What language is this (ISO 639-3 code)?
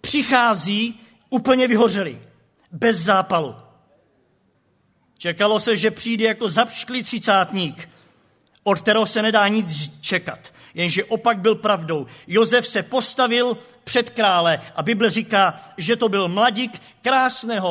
ces